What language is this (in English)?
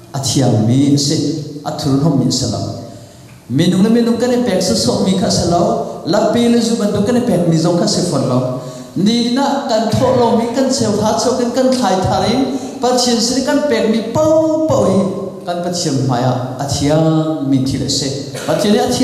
Hakha Chin